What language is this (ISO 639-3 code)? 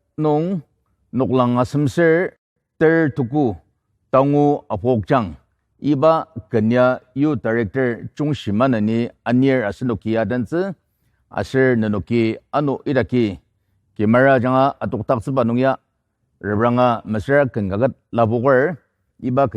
njo